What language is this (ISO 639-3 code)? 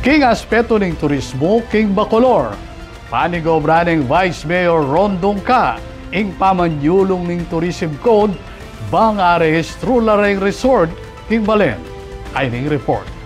pam